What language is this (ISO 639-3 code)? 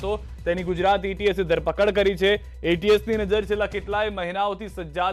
guj